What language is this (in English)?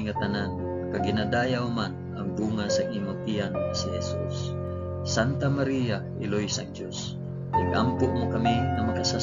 Hiligaynon